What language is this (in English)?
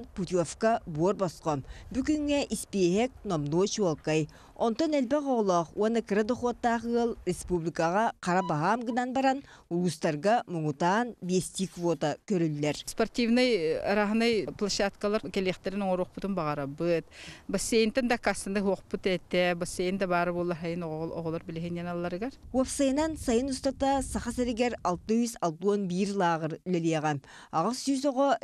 Yakut